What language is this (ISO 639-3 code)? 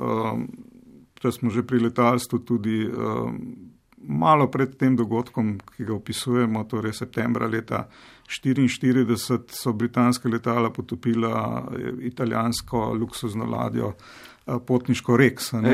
slv